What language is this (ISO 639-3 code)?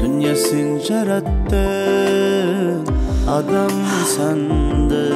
kaa